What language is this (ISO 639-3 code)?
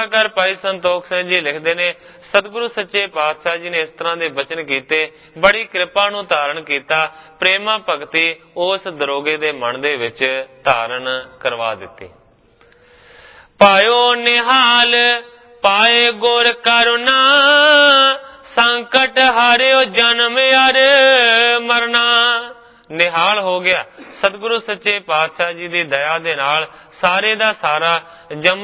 pan